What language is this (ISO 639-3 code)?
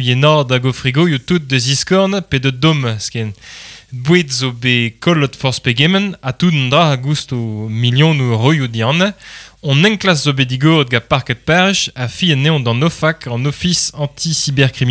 bre